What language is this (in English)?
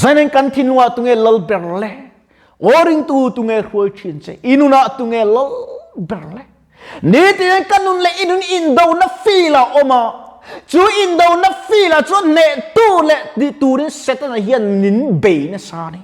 Mizo